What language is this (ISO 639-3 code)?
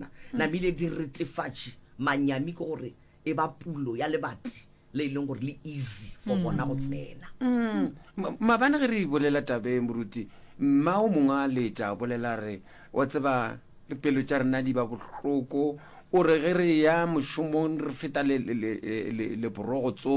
nso